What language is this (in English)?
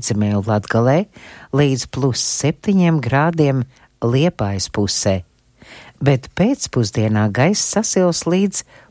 Latvian